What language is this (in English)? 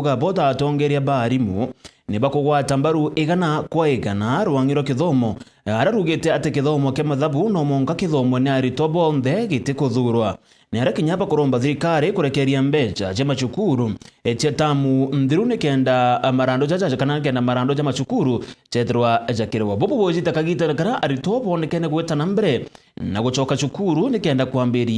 Meru